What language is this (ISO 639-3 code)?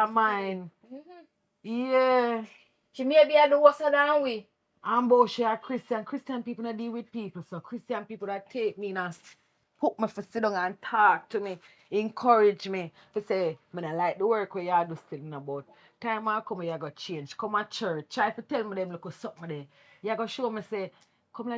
jam